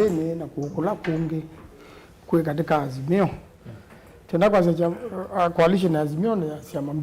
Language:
Kamba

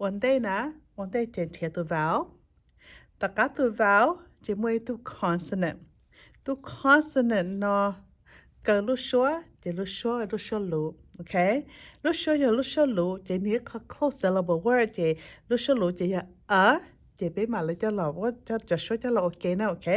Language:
Hmong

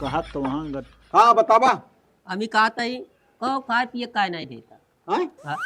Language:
Awadhi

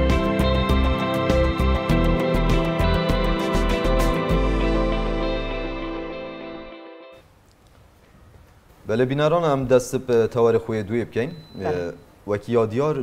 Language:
Kurdish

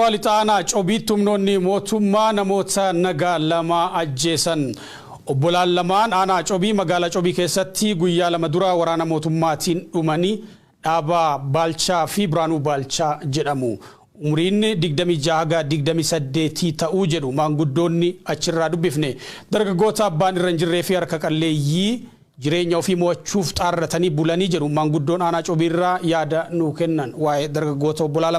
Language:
Oromo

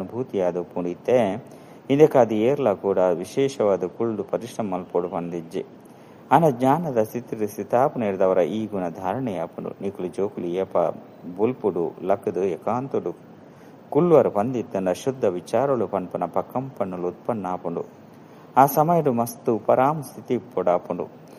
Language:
Tulu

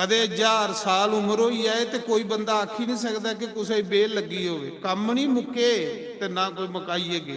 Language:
Dogri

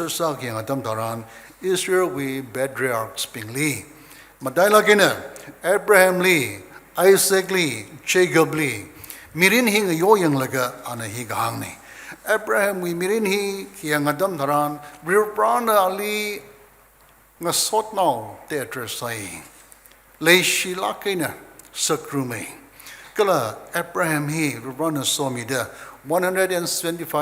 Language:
Tangkhul Naga (India)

